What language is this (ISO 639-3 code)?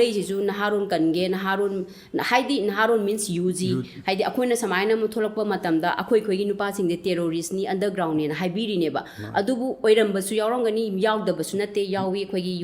mni